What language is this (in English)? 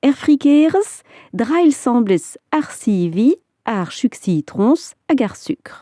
Breton